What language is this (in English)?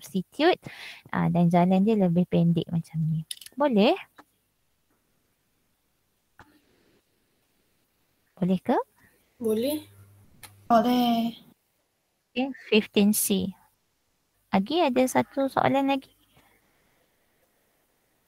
Malay